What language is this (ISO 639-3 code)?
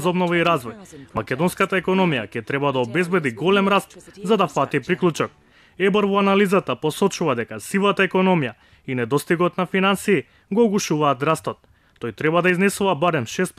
mkd